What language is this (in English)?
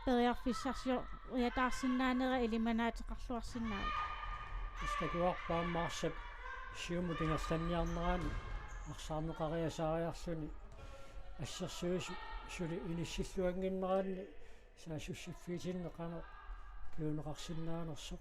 Kalaallisut